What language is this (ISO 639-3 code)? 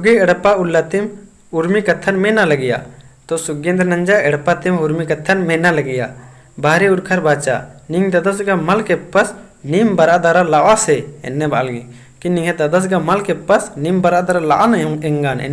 kru